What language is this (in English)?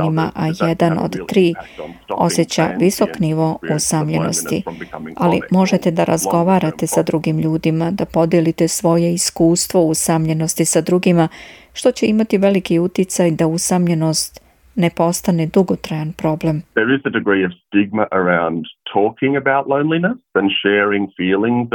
Serbian